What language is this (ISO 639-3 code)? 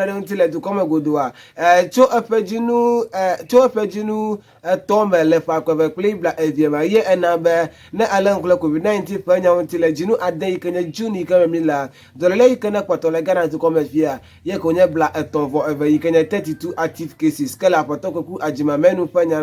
ewe